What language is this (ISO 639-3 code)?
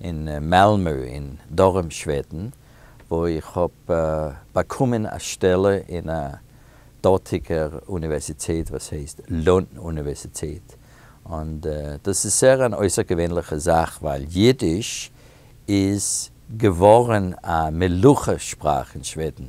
yid